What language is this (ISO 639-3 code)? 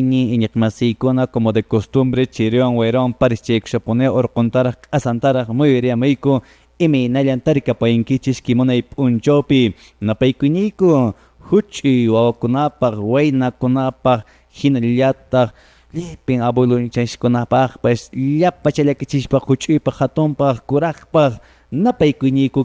que